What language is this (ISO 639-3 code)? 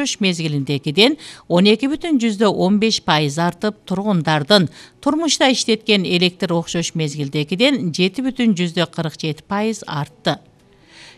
kir